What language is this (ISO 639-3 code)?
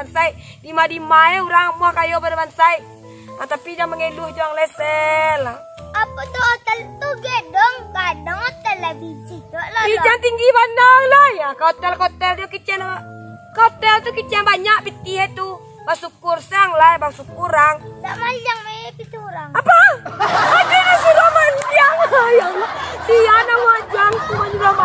min